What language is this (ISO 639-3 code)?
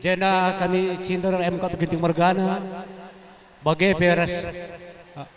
btx